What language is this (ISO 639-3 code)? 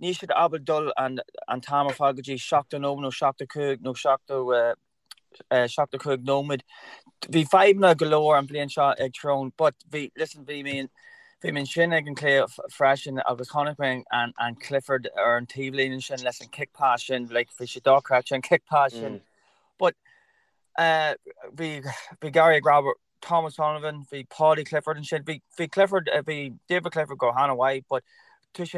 gle